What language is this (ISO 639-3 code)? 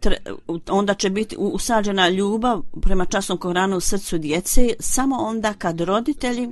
bos